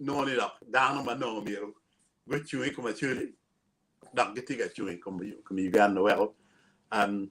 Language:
Acoli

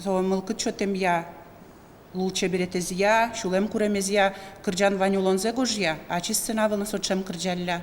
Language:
Udmurt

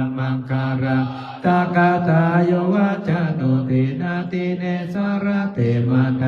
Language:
Pali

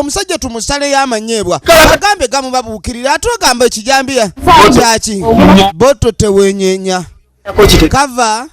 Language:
Ganda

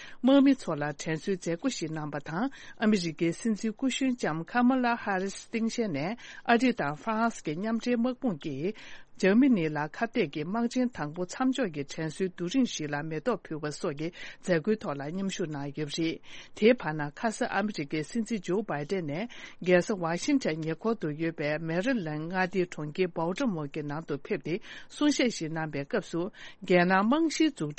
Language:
Tibetan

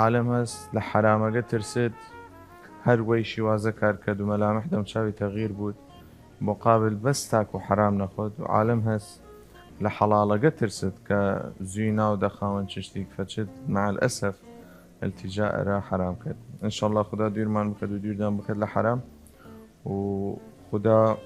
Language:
Southern Kurdish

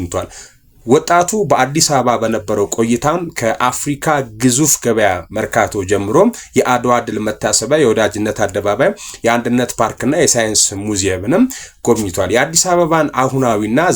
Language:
Amharic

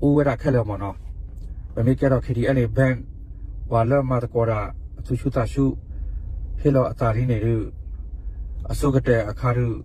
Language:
S'gaw Karen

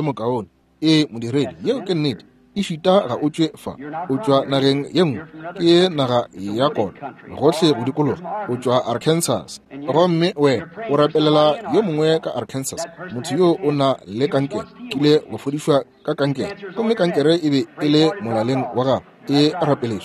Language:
Northern Sotho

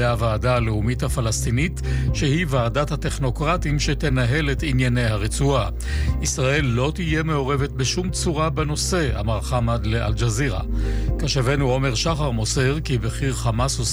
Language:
Hebrew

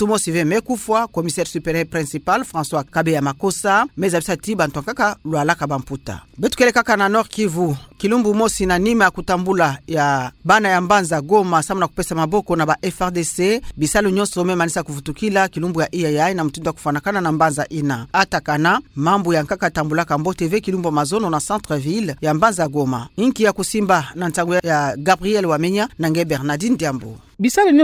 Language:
Kituba (Democratic Republic of Congo)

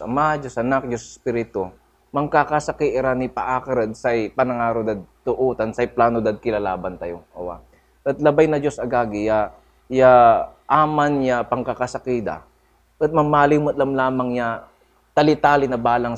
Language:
Pangasinan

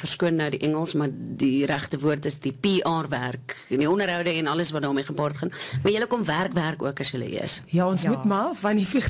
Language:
Afrikaans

